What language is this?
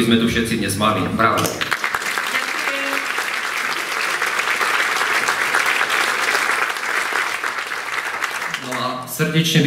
Slovak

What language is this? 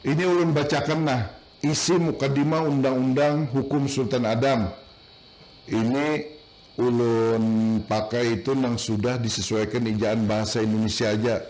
Banjar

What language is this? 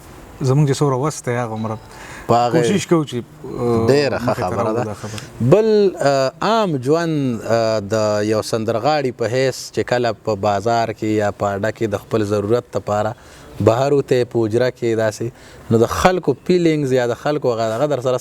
Pashto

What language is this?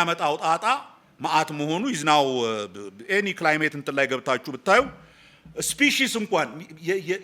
Amharic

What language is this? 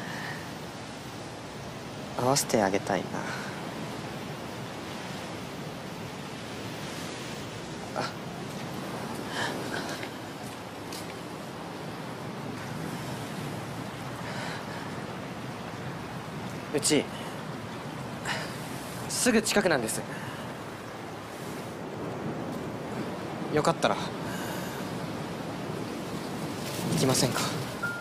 Japanese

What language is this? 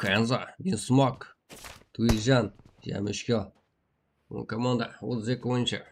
Kara-Kalpak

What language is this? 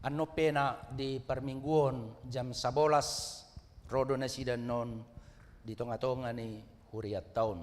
Batak Toba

